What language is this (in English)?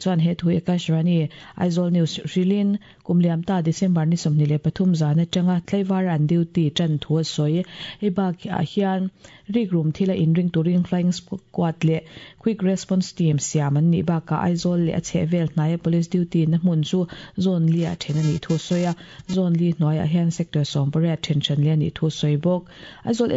Mizo